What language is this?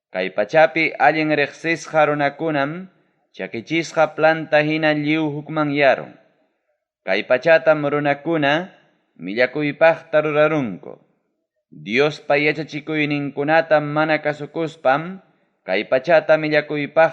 Ayacucho Quechua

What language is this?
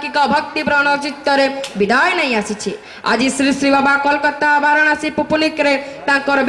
Odia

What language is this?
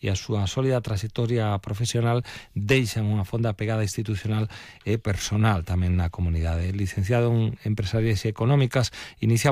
Galician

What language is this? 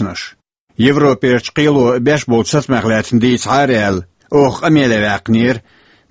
Chechen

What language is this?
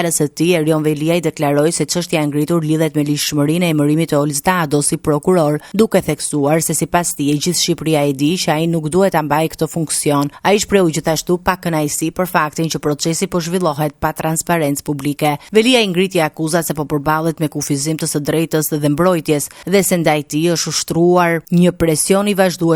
Albanian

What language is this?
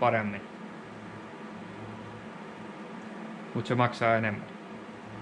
Finnish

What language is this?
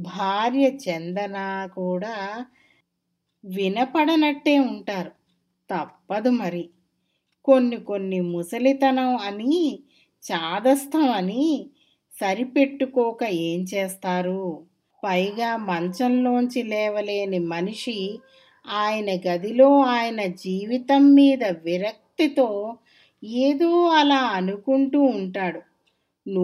Telugu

